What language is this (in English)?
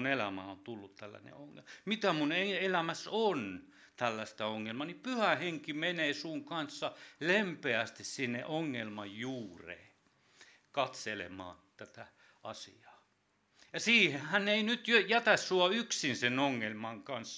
Finnish